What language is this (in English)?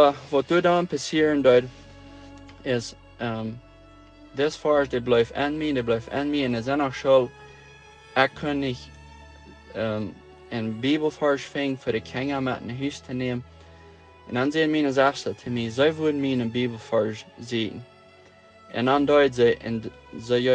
Plautdietsch